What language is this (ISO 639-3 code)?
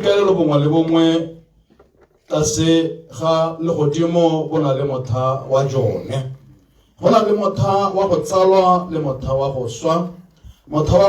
tsn